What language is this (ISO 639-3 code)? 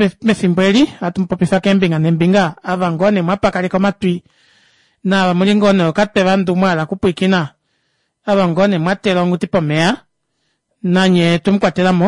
kua